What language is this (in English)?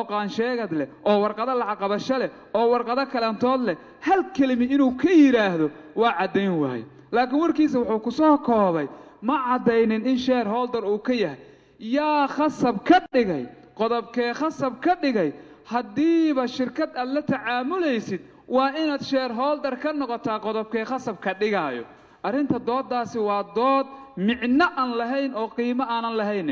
Somali